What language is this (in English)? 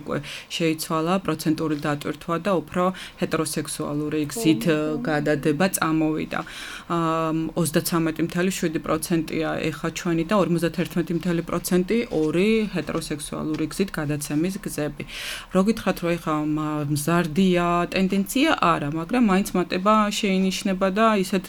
Georgian